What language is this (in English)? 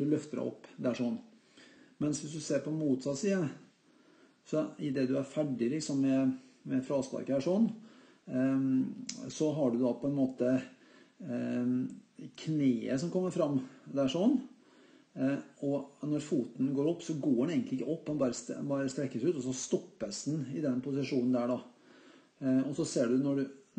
Norwegian